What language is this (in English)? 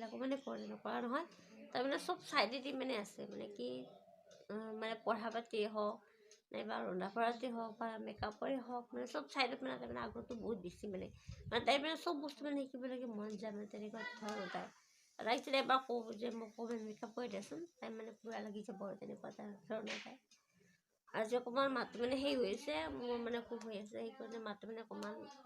Assamese